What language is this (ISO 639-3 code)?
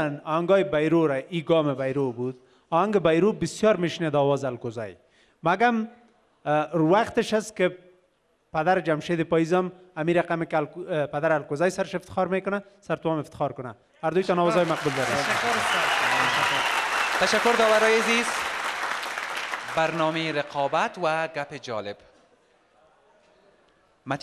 fas